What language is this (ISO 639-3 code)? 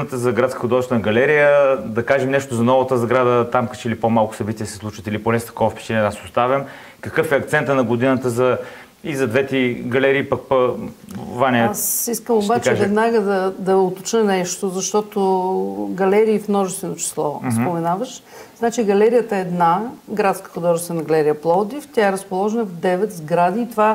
bul